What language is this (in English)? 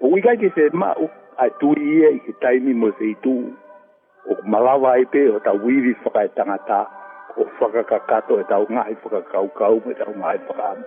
Tongan